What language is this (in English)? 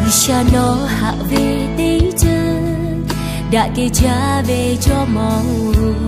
Lahu